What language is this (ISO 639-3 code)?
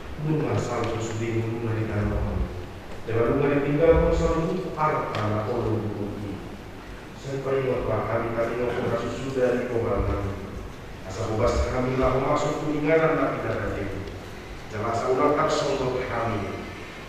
bbc